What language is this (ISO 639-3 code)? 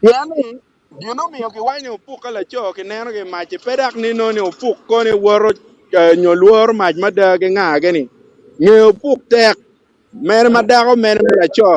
ach